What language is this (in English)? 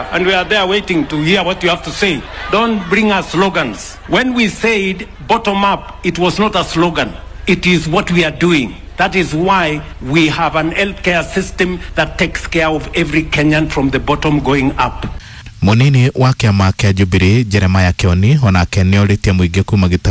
Kikuyu